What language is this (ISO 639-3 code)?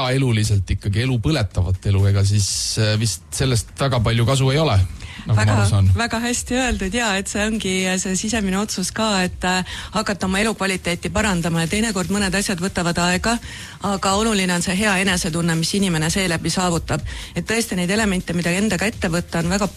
est